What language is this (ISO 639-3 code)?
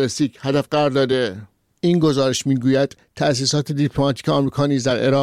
fas